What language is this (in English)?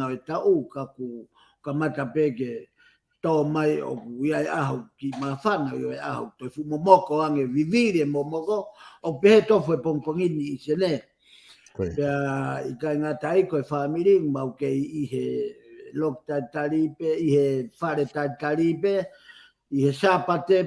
Tongan